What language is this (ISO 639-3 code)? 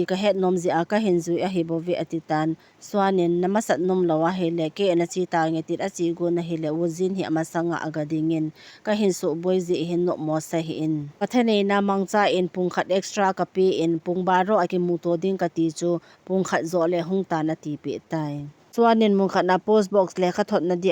tcz